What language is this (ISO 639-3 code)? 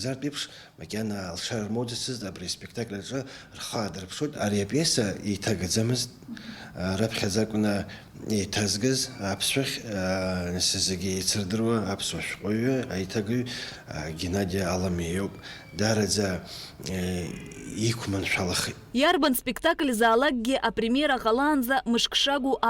abk